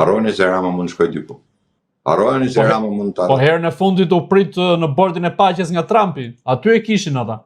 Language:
Albanian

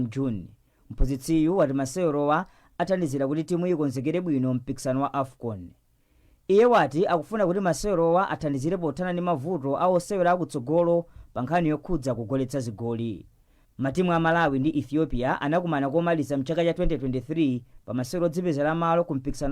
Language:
Nyanja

